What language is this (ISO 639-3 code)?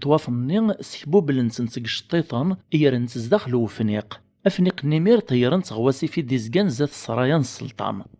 kab